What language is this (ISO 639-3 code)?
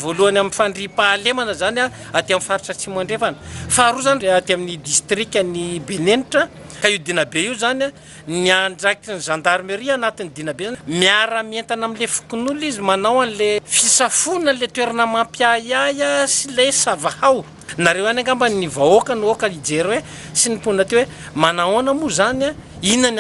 mlg